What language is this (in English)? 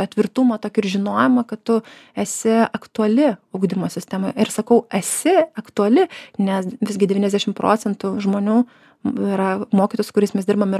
Lithuanian